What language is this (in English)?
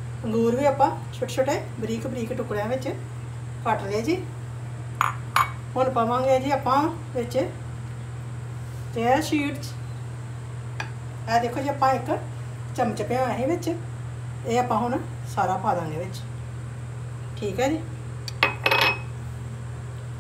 Punjabi